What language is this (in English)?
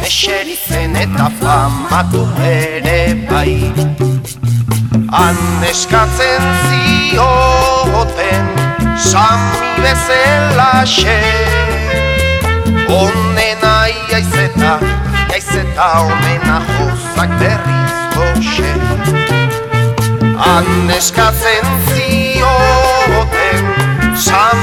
Basque